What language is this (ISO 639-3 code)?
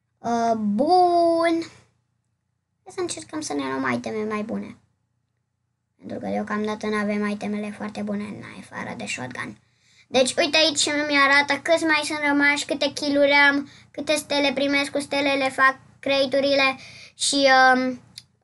ron